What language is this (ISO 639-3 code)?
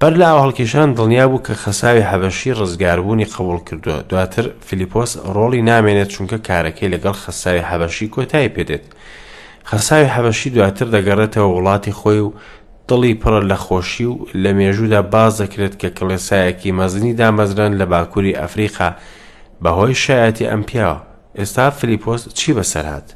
ckb